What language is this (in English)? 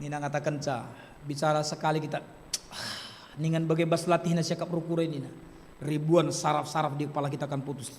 Batak Karo